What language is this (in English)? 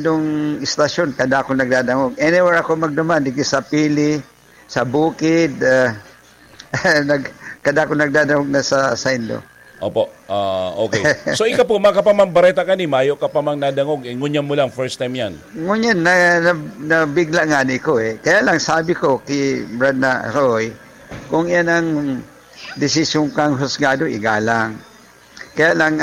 Bikol